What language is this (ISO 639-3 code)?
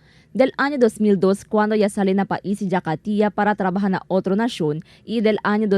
cbk